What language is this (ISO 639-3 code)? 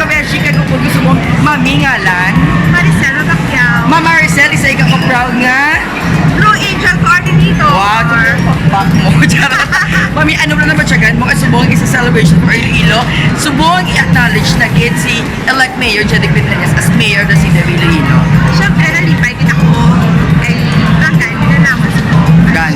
hil